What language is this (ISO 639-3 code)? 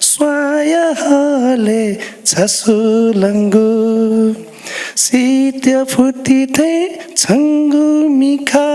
new